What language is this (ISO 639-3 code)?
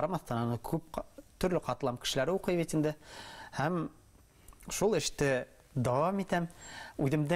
bak